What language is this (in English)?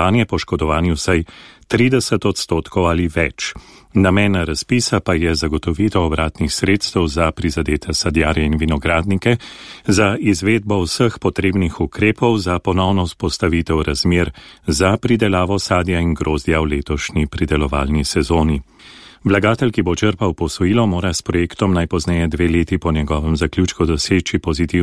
Slovenian